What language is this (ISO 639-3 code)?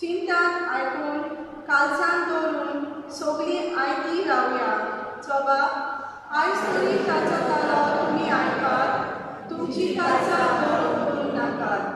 kok